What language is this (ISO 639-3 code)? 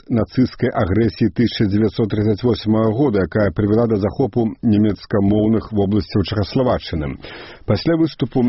bel